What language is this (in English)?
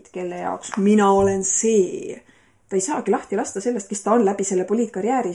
Estonian